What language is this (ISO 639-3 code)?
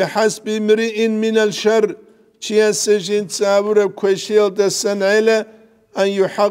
ava